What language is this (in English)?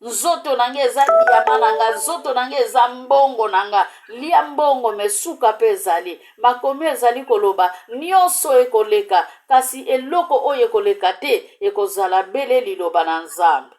Lingala